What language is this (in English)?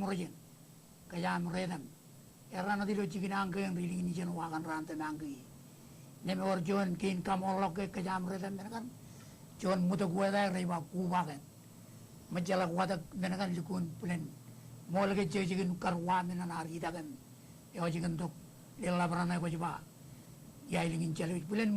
Marshallese